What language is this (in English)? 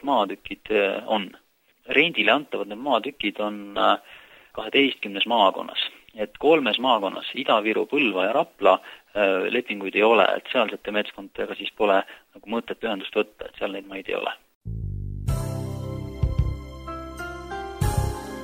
Estonian